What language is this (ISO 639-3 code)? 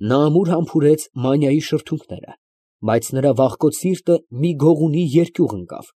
hye